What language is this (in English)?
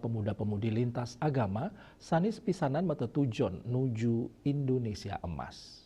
Balinese